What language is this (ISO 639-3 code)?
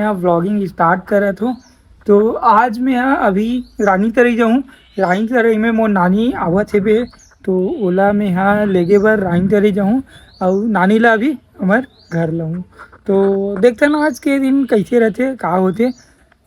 hne